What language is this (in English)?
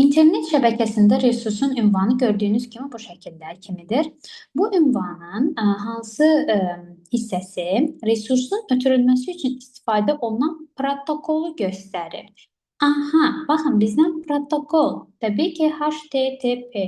Azerbaijani